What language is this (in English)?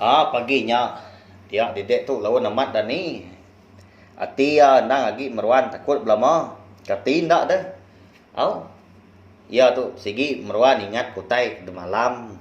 Iban